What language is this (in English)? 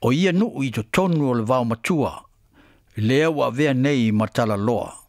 Samoan